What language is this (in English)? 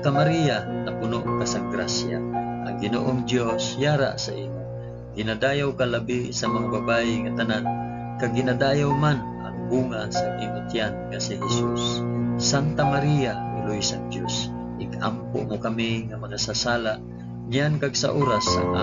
Hiligaynon